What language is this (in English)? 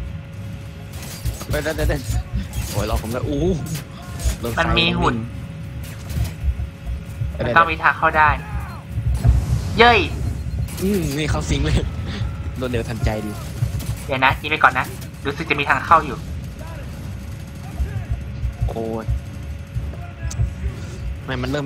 Thai